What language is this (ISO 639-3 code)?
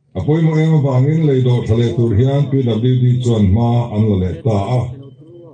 lus